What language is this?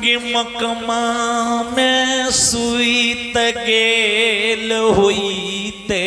Maithili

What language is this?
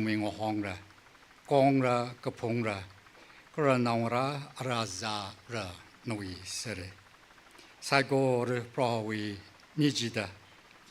Tangkhul Naga (India)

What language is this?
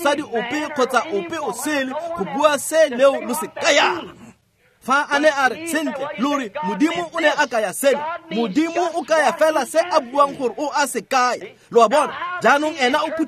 Tswana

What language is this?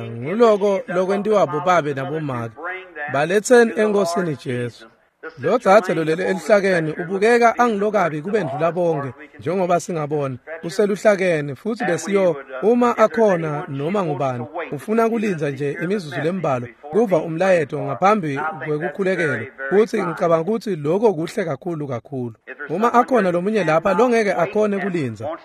Swati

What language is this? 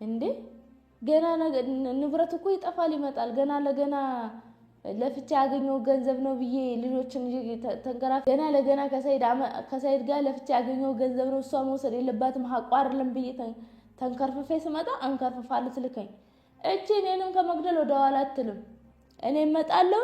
Amharic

